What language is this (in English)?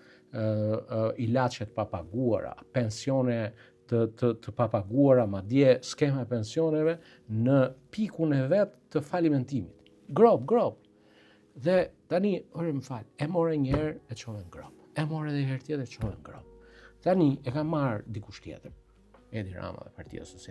Albanian